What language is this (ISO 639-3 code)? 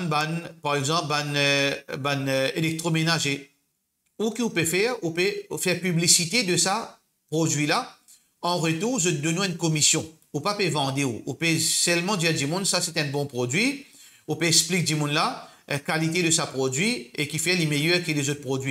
mfe